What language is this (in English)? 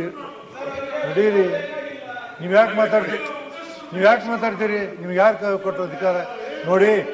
Kannada